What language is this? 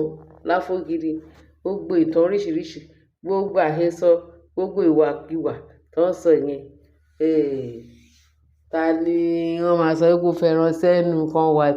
Yoruba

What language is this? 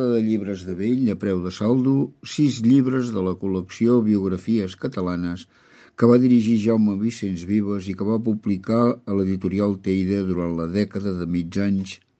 Catalan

